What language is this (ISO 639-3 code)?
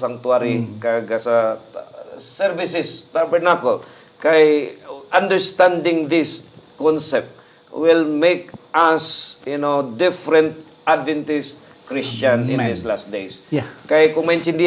hil